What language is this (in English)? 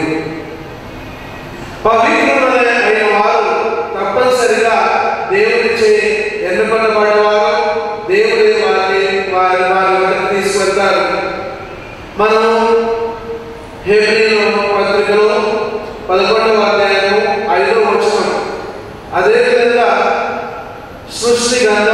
Telugu